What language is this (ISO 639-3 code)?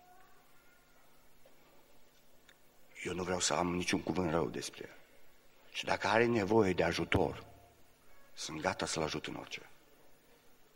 ron